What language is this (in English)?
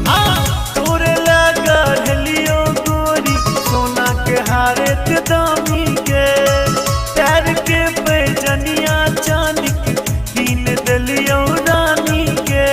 Maithili